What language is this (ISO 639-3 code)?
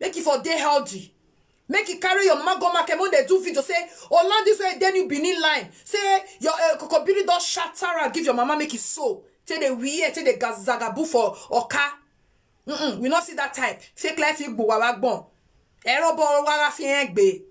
pcm